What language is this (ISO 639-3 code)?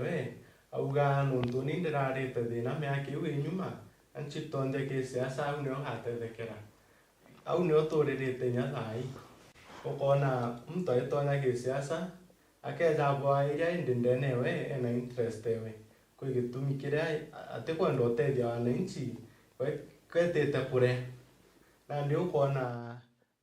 mer